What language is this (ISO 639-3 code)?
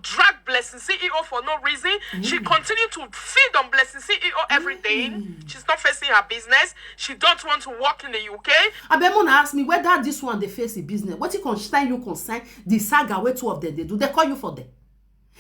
pcm